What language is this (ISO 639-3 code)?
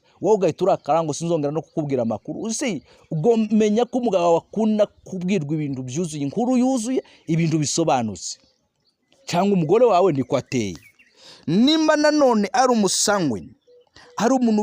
kin